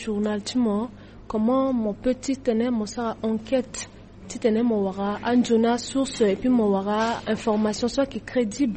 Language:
Sango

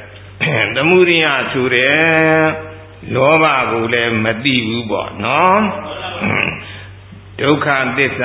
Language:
Burmese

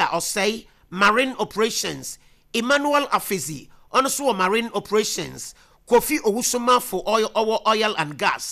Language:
Akan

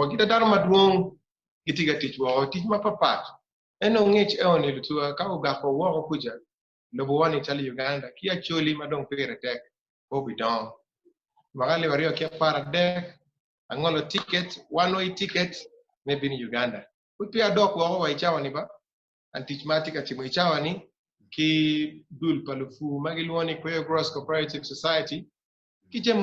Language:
Acoli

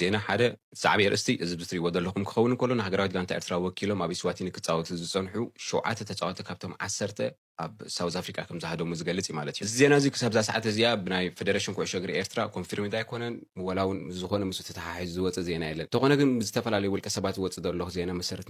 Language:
Tigrinya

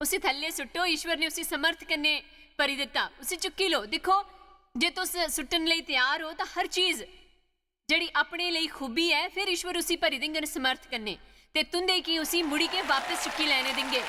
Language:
Dogri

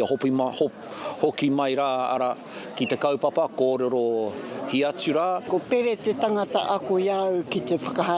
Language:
Māori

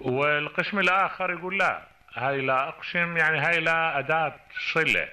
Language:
Mesopotamian Arabic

